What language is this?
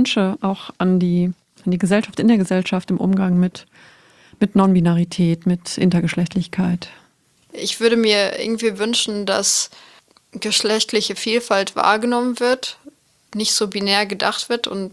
German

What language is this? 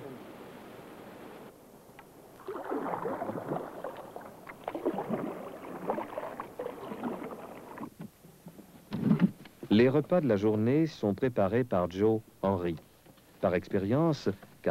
French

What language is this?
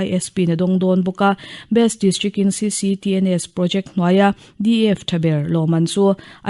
Mizo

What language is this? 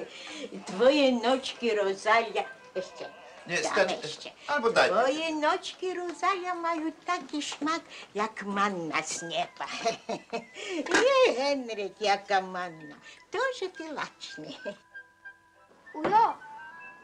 Slovak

